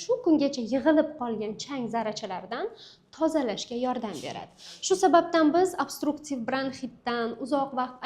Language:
Uzbek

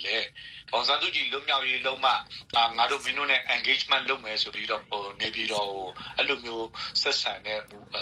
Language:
Burmese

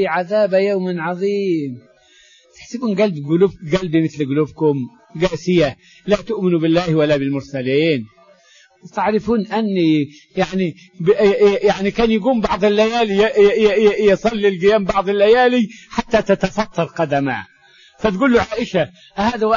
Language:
Arabic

